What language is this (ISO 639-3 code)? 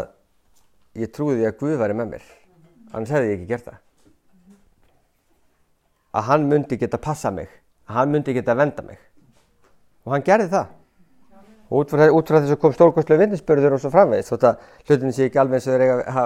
isl